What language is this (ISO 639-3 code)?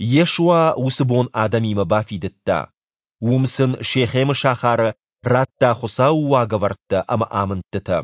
oss